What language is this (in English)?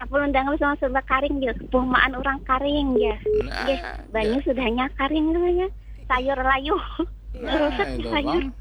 Banjar